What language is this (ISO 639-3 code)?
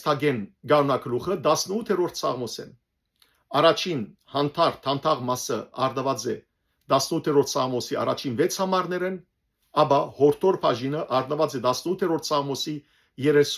hyw